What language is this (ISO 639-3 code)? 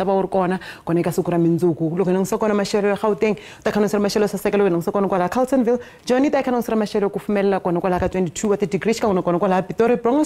tso